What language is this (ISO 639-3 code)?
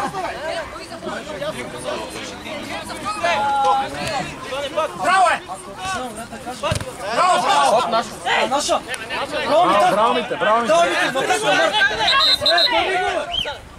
bul